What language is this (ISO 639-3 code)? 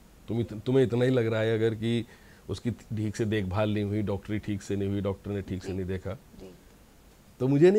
hin